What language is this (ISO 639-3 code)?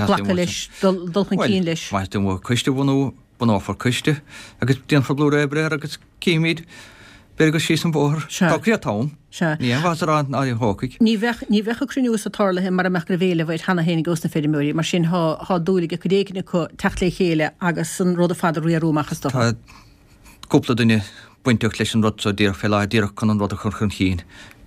gle